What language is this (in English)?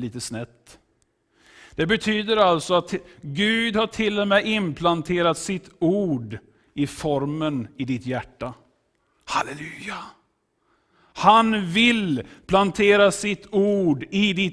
Swedish